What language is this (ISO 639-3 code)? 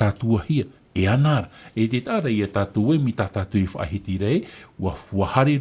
tah